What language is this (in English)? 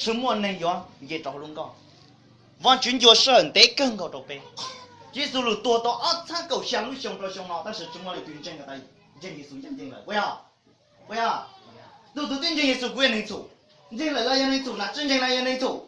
Hmong